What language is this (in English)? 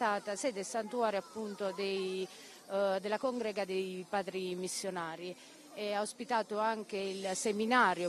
Italian